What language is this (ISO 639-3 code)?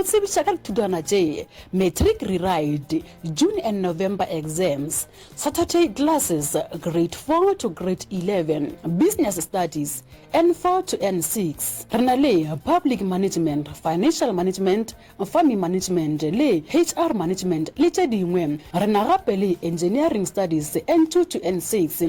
nso